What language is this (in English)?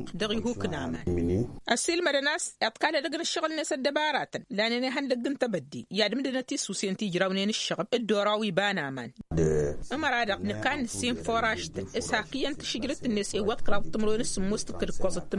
Tamasheq